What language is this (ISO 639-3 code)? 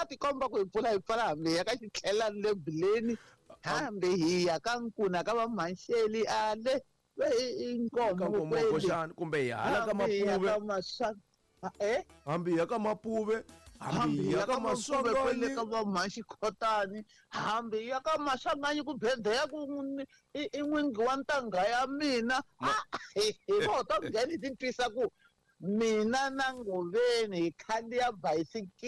tso